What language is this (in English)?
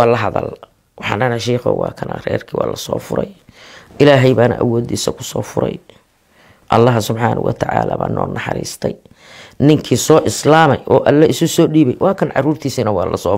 Somali